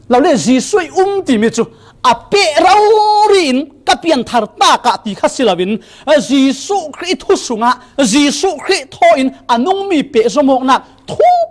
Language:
Falam Chin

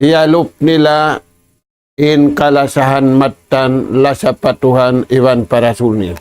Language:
Tausug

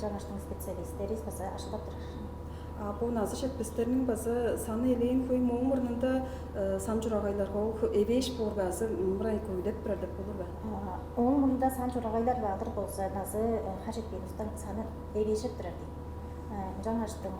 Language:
Tuvinian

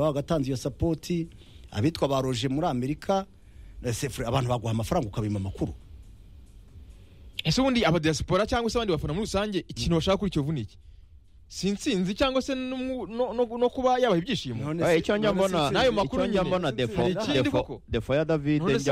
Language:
Kinyarwanda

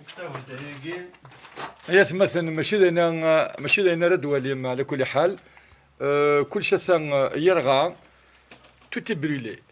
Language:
Kabyle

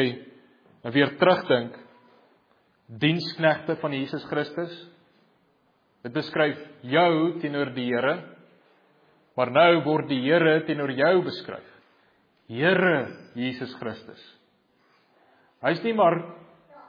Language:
Afrikaans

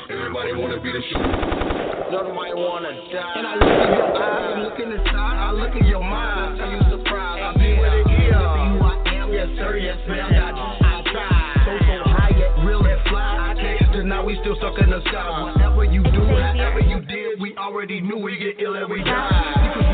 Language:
English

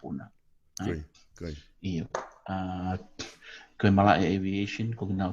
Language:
Tongan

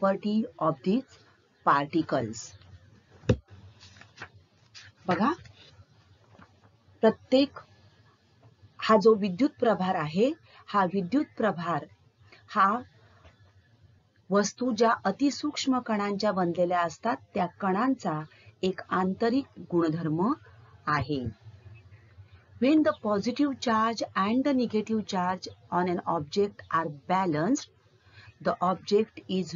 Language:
Marathi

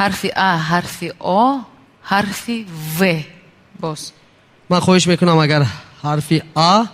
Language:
Tajik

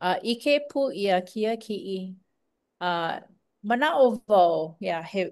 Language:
Hawaiian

